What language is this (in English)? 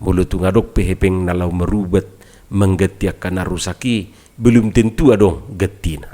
Batak Toba